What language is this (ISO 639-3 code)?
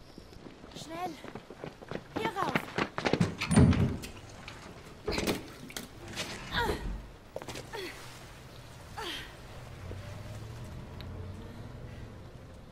deu